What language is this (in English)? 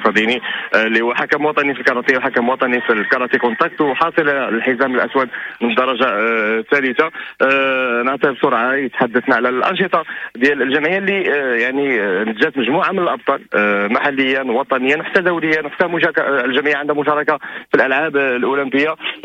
Moroccan Arabic